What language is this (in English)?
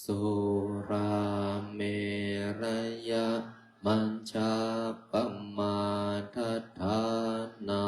Pali